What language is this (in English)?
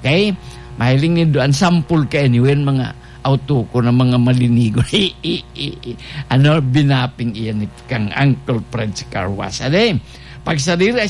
Bikol